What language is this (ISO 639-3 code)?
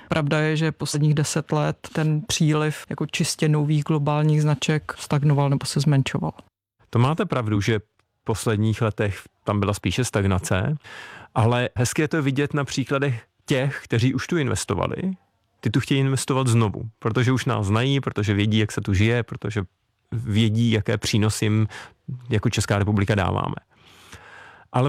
ces